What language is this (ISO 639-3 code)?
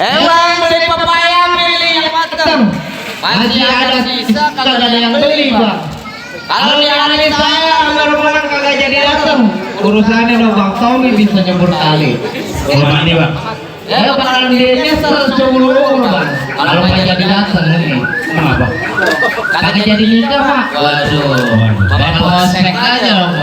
bew